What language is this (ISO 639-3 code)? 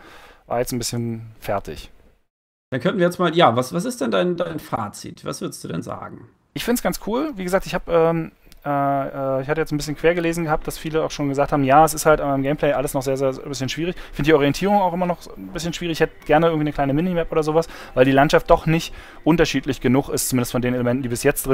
deu